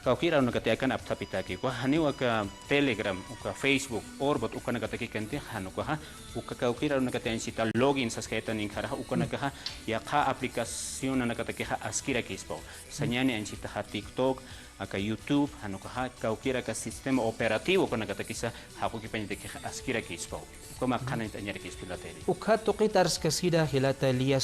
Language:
Aymara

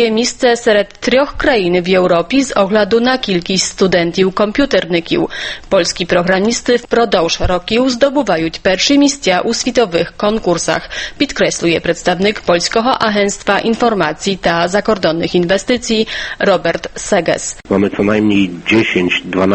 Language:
Ukrainian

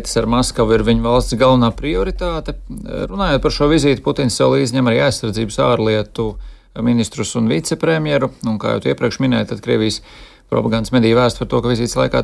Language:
Latvian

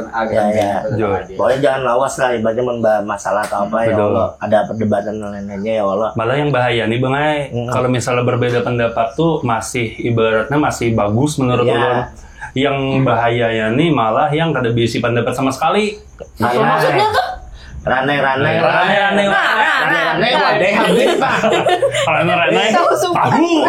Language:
Banjar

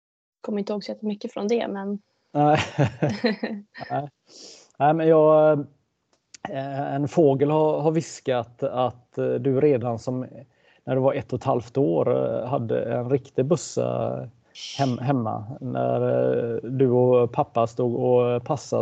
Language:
Swedish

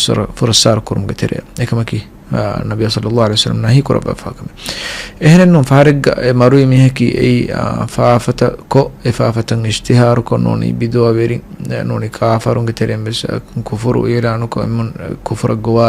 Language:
Divehi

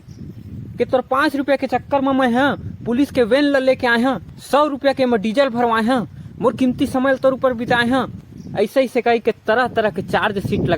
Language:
Chhattisgarhi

